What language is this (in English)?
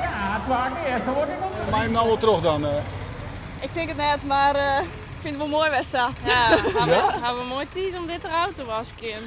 Western Frisian